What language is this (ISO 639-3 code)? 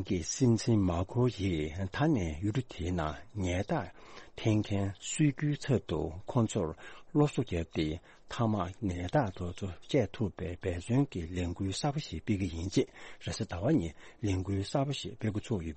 bod